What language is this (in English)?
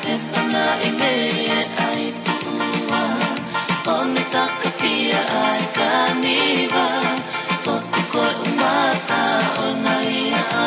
Tongan